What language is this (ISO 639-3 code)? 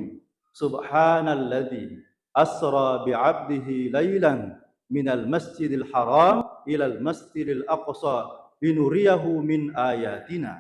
bug